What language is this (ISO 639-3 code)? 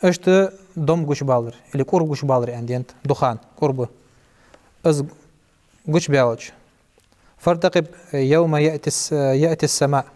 inh